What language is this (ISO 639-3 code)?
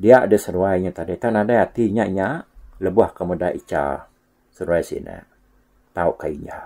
iba